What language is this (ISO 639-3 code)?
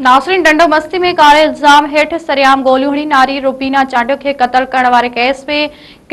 snd